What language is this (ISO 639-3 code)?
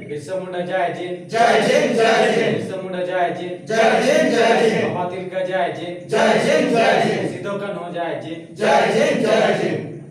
sat